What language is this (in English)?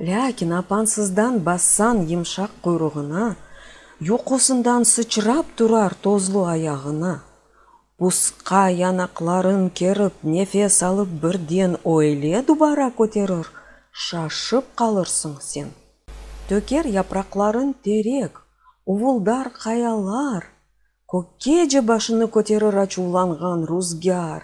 Crimean Tatar